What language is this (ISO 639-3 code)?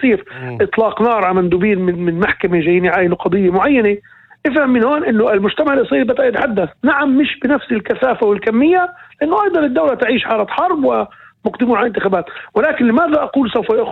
apc